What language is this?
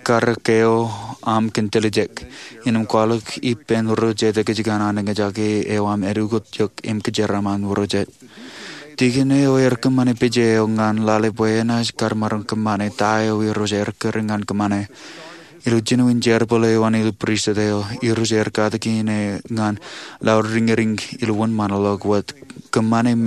Marshallese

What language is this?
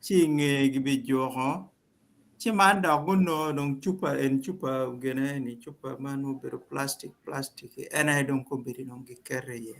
Acoli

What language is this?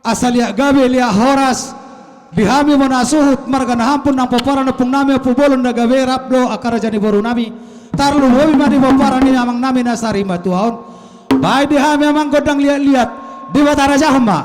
Batak Toba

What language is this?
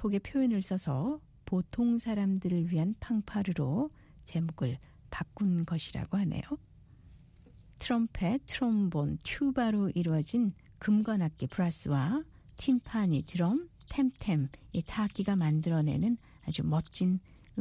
Korean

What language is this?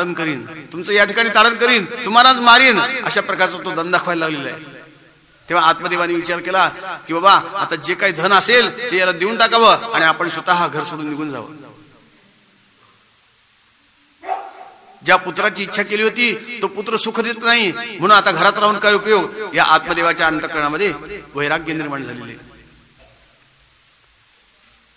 Marathi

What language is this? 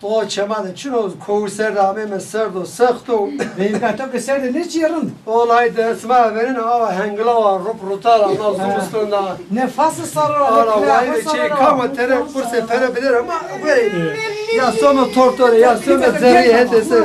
Zaza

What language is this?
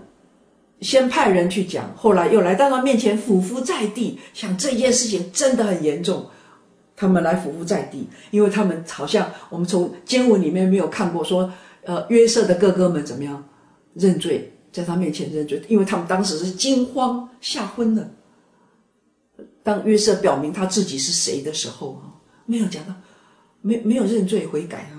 Chinese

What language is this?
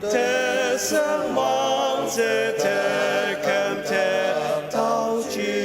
Ao Naga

